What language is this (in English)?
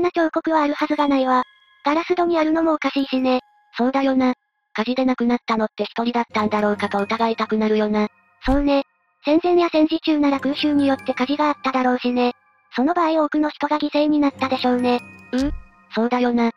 Japanese